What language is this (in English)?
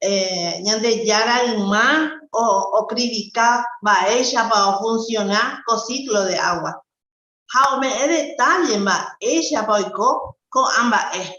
Guarani